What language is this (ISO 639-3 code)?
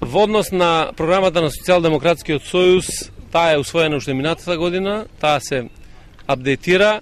mkd